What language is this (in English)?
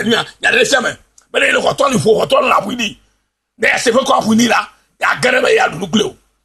Ewe